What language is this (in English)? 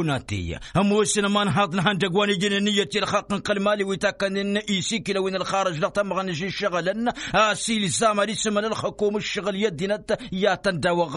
Tamasheq